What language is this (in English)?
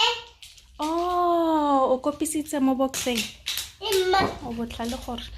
Tswana